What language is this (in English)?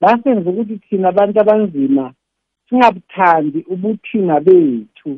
South Ndebele